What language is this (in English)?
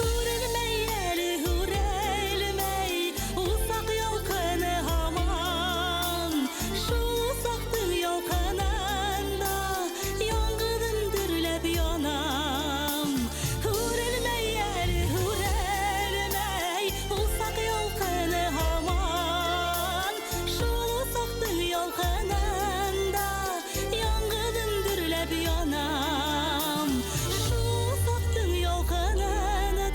Bashkir